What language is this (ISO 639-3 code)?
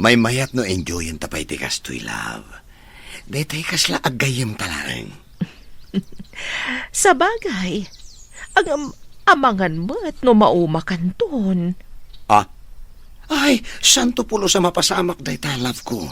ilo